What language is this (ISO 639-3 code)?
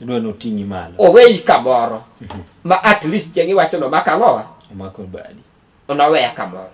luo